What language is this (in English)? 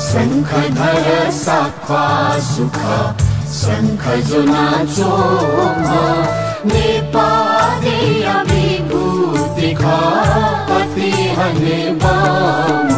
Newari